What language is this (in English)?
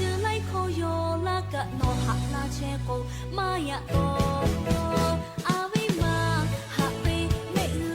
Lahu